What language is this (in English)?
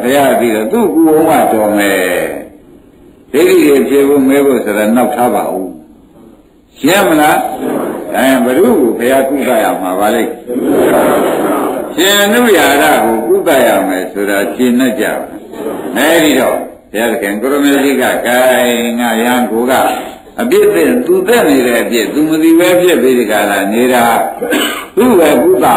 Burmese